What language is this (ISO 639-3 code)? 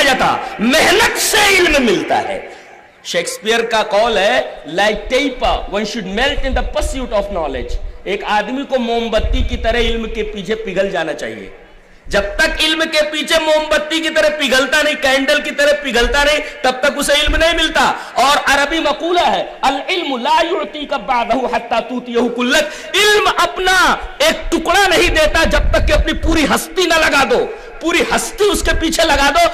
urd